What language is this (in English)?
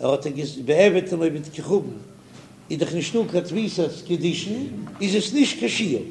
Yiddish